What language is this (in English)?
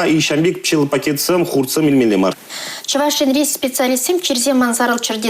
Chuvash